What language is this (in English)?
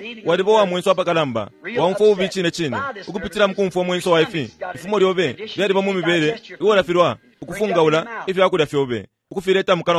Bemba